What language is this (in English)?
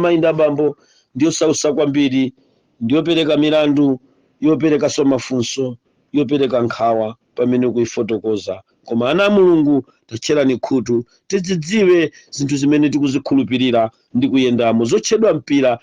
Nyanja